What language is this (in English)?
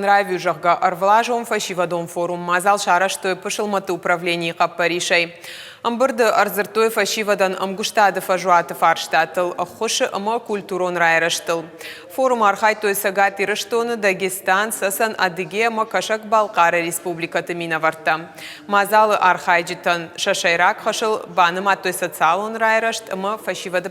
Ossetic